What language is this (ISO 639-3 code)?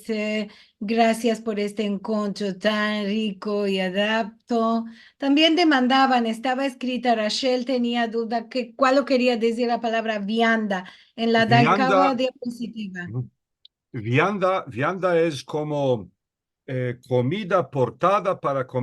lad